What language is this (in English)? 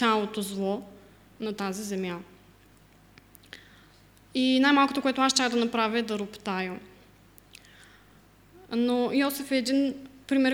Bulgarian